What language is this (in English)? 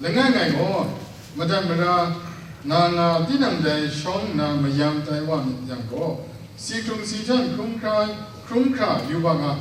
Kachin